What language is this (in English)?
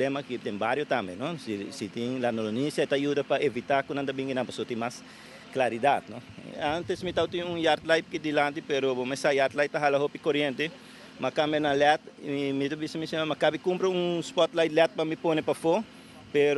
Papiamento